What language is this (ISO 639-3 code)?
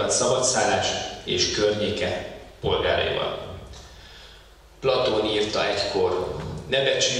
hun